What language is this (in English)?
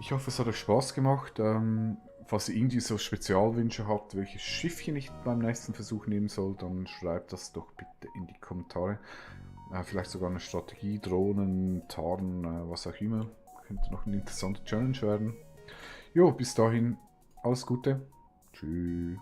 Swiss German